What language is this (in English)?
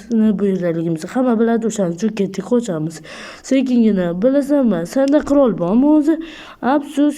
Uzbek